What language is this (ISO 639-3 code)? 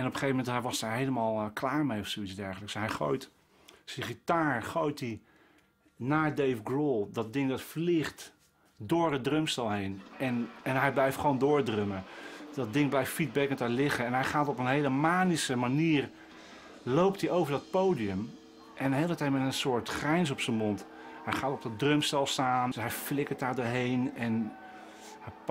nld